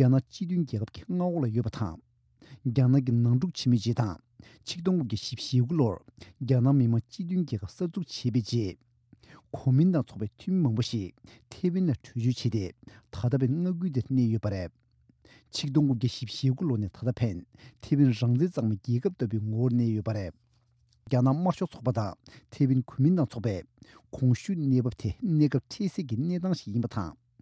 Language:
Tibetan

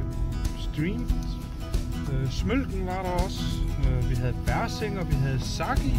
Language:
Danish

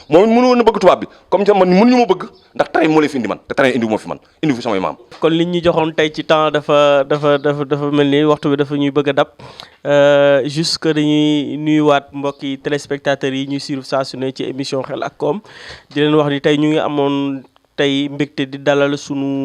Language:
Wolof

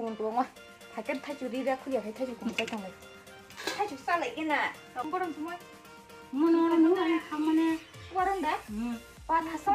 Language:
Kok Borok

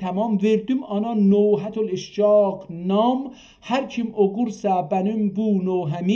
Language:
South Azerbaijani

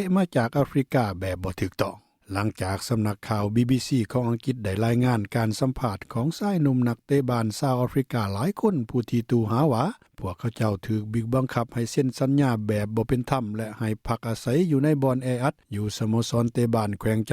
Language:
Lao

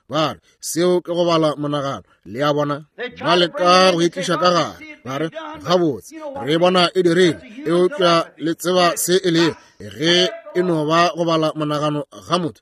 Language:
Northern Sotho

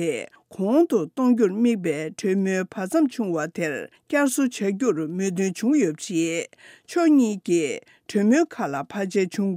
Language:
Tibetan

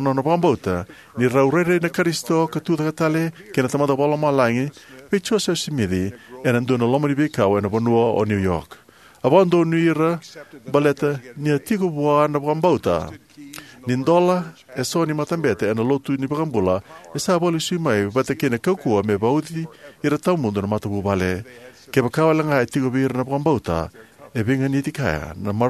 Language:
Fijian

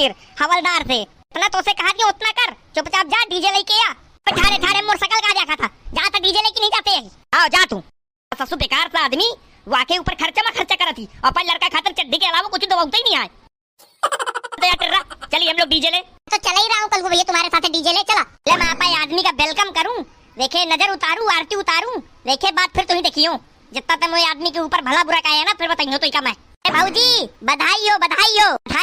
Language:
Awadhi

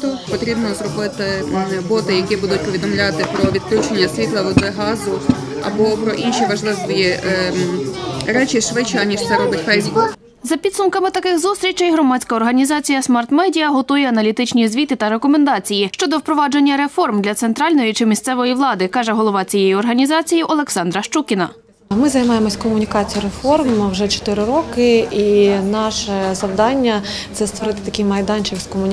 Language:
Ukrainian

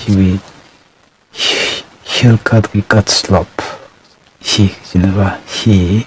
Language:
Tangkhul Naga (India)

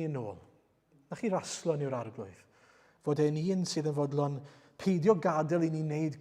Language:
Welsh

